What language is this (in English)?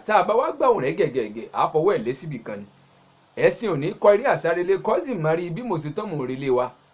Yoruba